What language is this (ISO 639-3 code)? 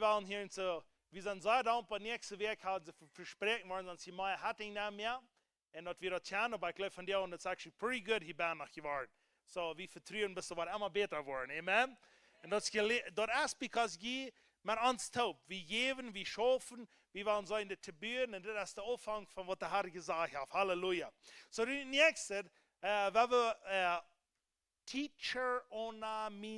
pdt